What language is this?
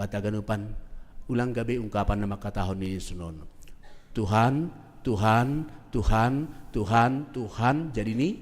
Batak Simalungun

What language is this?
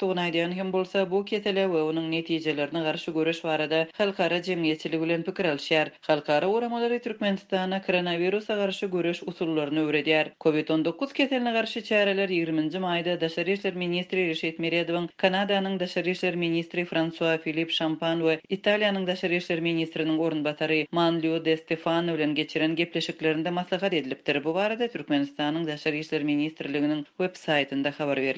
Turkmen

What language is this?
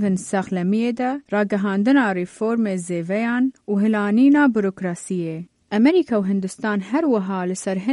Kurdish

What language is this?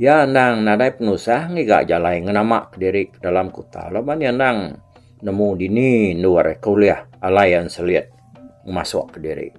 Iban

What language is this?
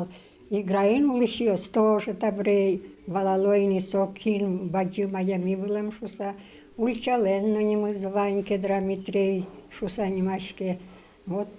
Udmurt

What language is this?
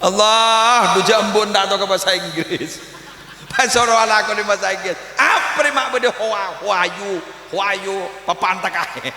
Madurese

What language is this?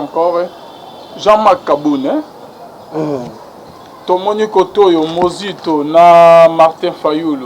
Lingala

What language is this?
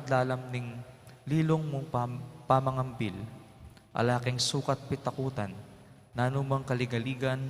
Pampanga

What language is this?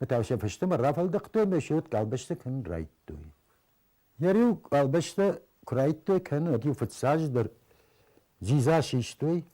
Ossetic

